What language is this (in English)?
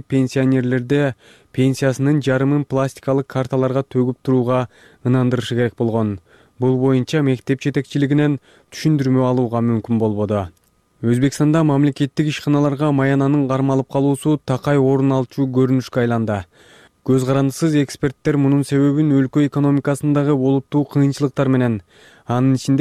Kyrgyz